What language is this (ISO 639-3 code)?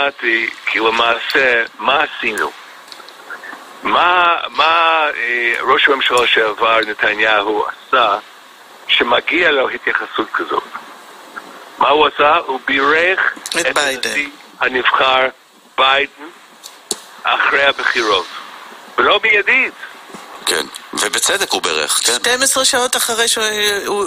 heb